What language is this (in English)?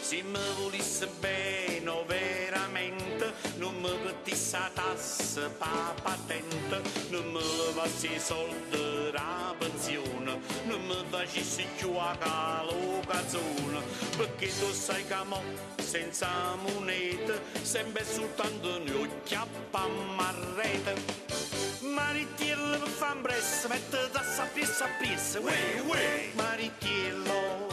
Neapolitan